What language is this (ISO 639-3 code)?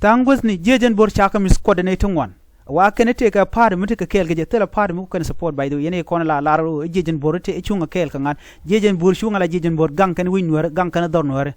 nus